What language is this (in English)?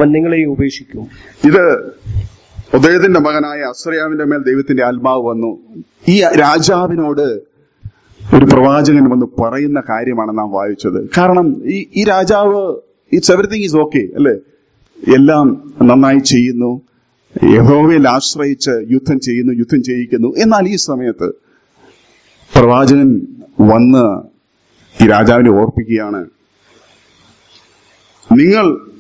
Malayalam